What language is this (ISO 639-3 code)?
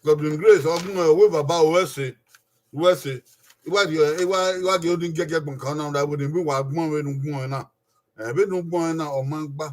bin